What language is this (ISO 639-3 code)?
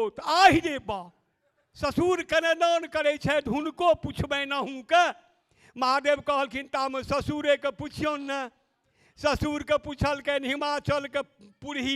mai